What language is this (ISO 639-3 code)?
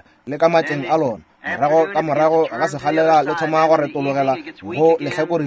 nso